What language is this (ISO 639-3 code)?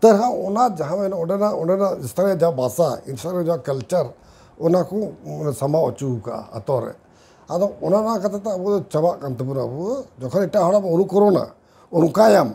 sat